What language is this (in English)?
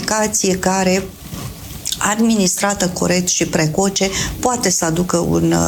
Romanian